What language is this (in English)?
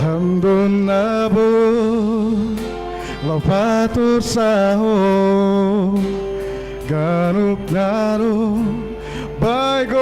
Batak Simalungun